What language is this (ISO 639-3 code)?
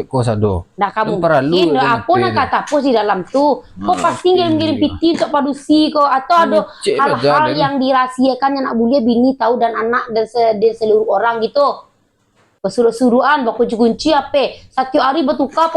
min